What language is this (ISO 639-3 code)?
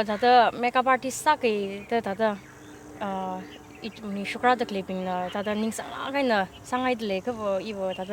nmf